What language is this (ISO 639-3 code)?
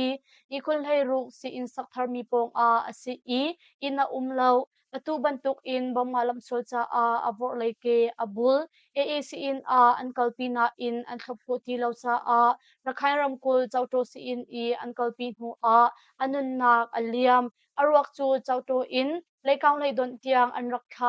cnh